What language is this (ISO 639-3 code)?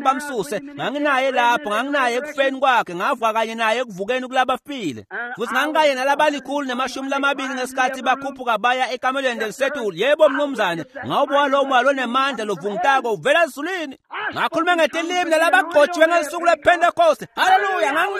ssw